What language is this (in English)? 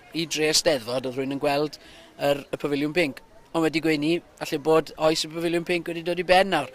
Welsh